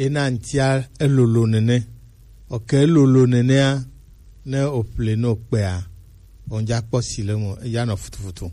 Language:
Gen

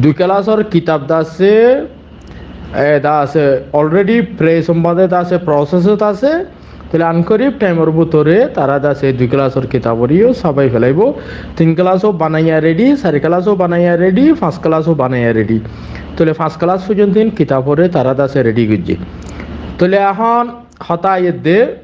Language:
Rohingya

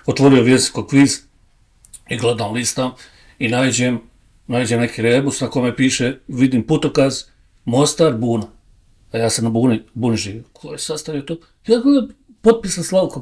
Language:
Bosnian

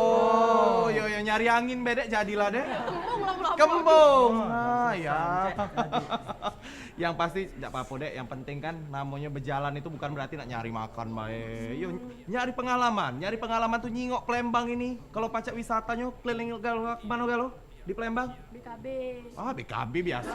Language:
Musi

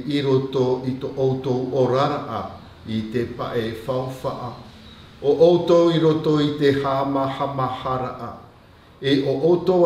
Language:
Tahitian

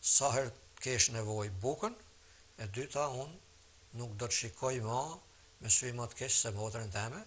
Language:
Albanian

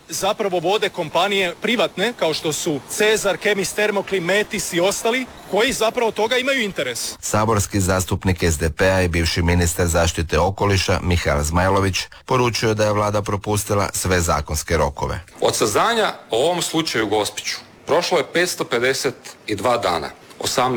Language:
Croatian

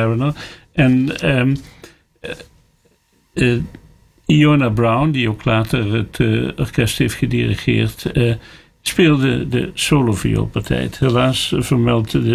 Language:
Dutch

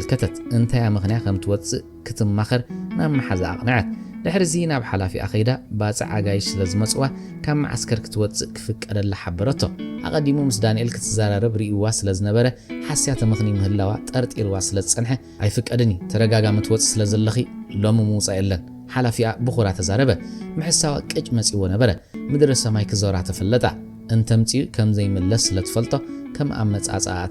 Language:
Tigrinya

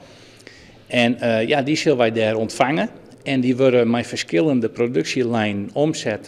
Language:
Western Frisian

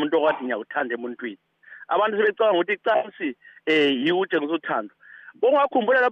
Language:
North Ndebele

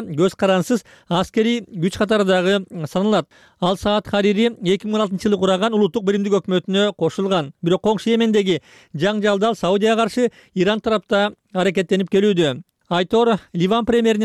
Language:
Kyrgyz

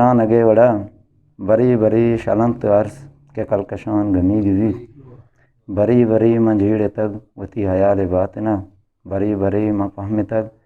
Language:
Eastern Balochi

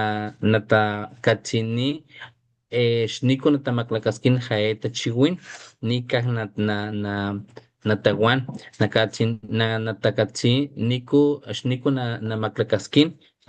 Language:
Papantla Totonac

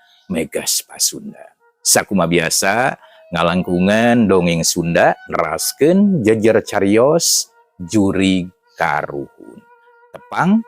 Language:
Sundanese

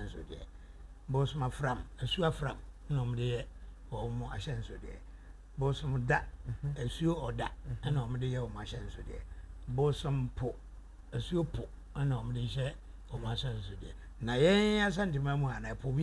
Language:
Akan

